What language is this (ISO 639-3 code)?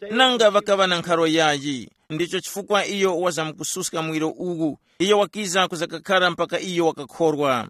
tum